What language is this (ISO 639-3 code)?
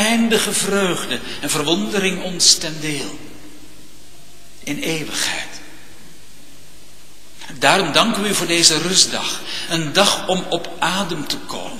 nld